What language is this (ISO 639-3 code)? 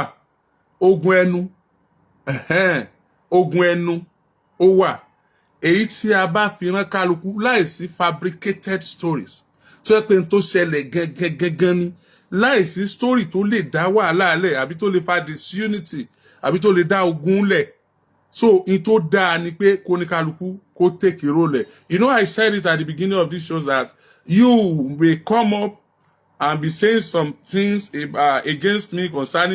yor